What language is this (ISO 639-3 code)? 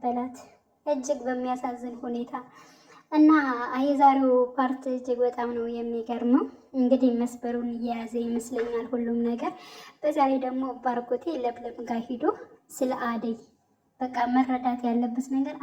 amh